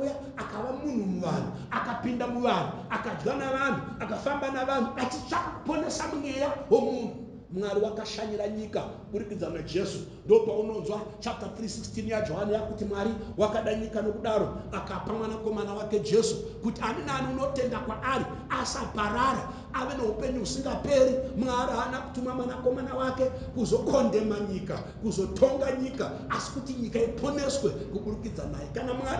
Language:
Shona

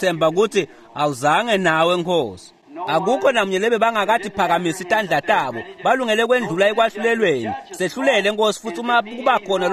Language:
Swati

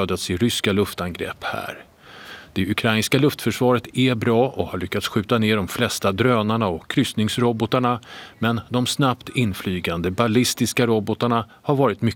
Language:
Swedish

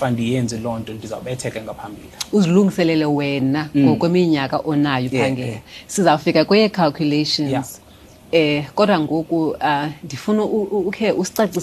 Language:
Xhosa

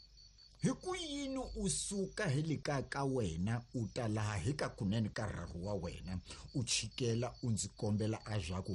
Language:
Tsonga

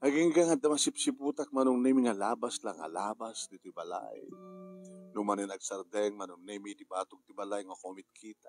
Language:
Iloko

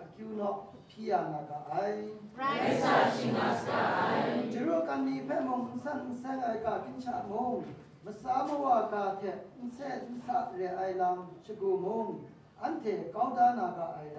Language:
Kachin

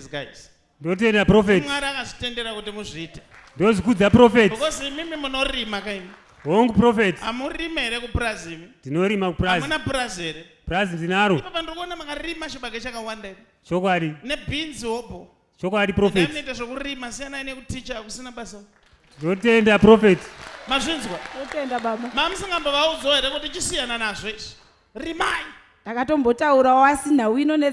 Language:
Shona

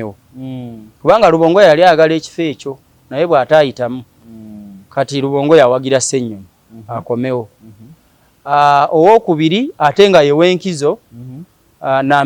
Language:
Ganda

